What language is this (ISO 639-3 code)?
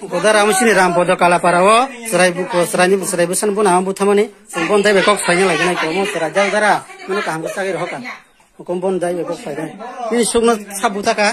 trp